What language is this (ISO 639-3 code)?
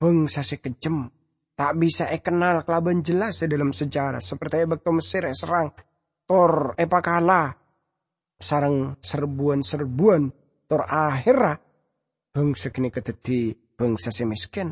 mad